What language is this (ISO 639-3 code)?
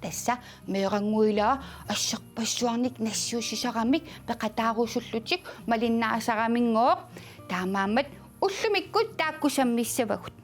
kal